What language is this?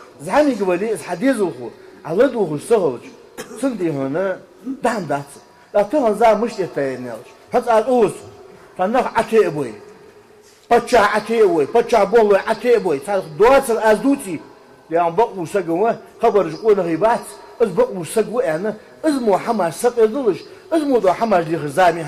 Ingush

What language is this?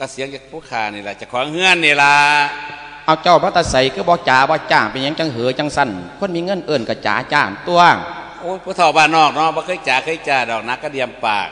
Lao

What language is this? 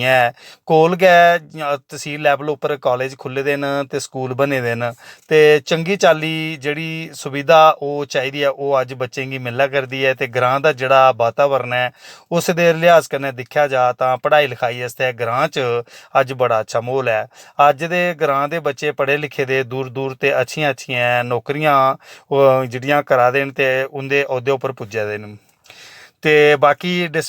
Dogri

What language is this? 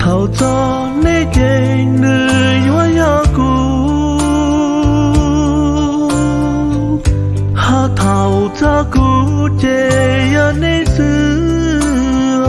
Hmong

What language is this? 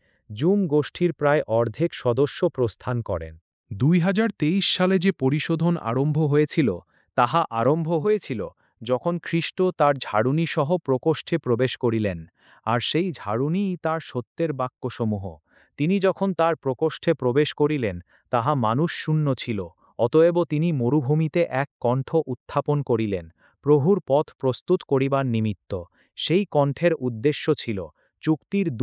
Bangla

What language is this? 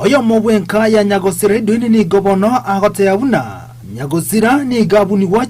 Gusii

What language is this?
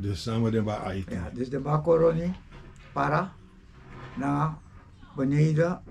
Sranan Tongo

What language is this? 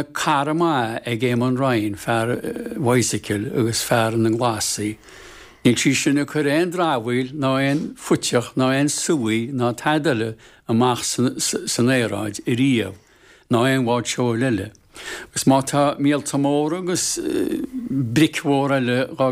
Irish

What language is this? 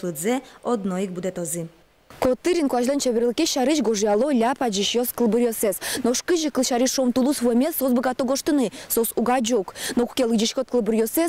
Udmurt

